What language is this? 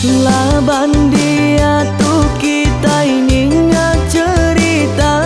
Iban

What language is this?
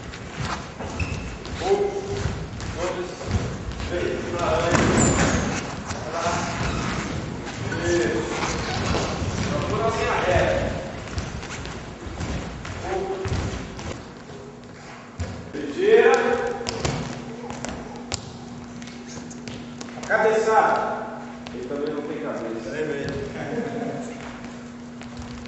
Portuguese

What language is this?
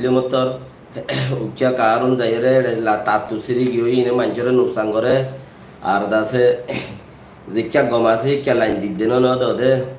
Rohingya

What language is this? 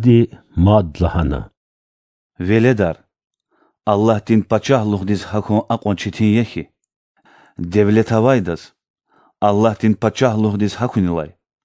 Lezghian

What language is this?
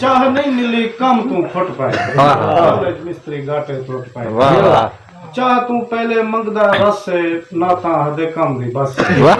Saraiki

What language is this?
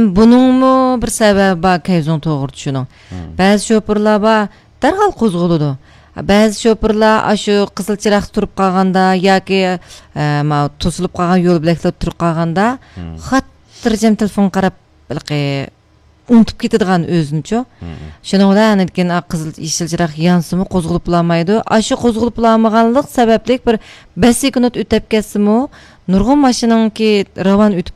Uyghur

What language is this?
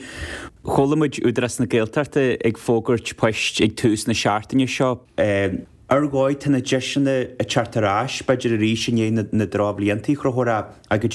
Irish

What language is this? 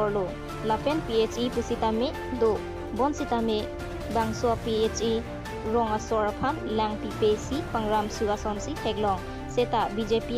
Karbi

